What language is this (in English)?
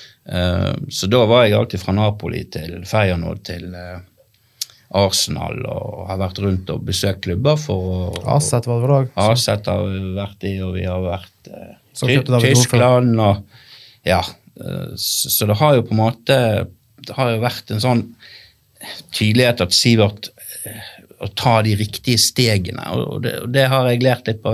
Norwegian